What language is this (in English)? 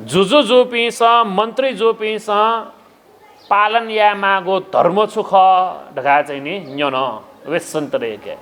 Newari